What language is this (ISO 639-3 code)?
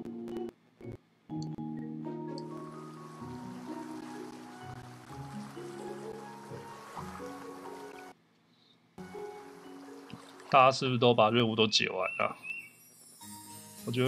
zho